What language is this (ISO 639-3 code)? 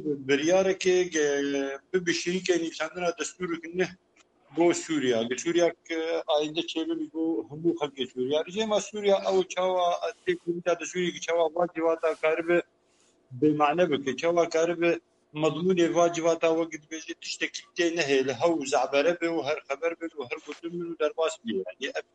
kur